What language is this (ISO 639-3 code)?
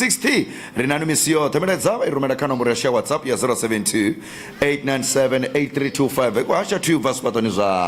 ven